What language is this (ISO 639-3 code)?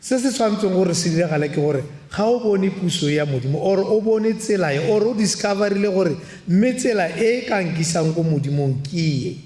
tsn